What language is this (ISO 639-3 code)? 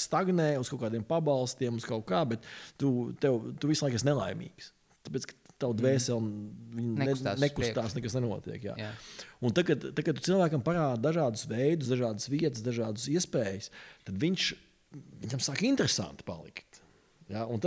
lav